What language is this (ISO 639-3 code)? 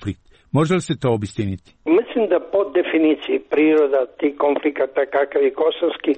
srp